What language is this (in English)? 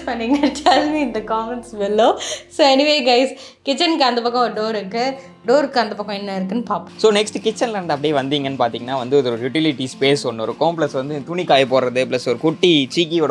Tamil